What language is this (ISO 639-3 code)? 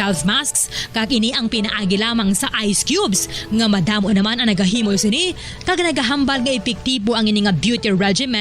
hil